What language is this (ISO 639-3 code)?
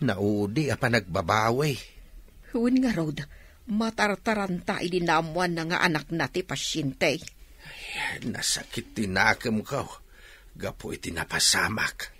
ilo